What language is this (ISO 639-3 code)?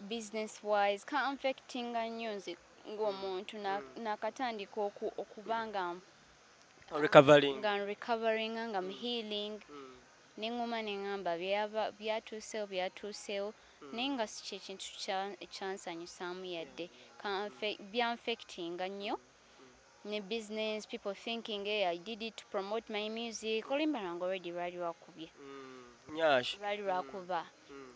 lug